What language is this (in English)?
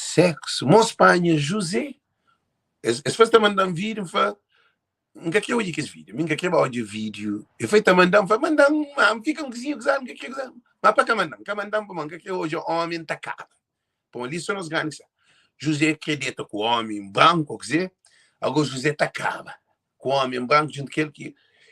Kabuverdianu